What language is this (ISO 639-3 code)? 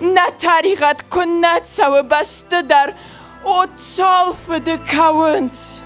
oss